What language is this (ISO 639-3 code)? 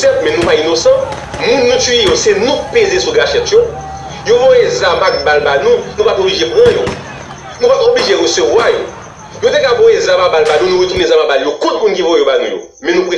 hat